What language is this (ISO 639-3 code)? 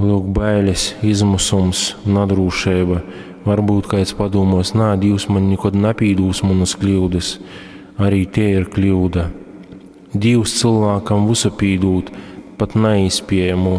ltg